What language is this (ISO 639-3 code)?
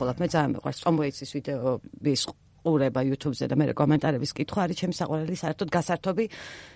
kat